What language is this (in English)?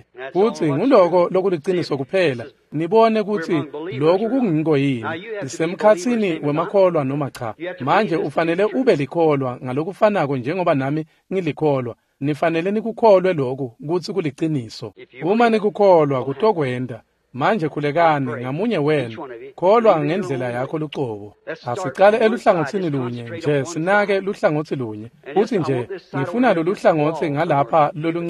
Swati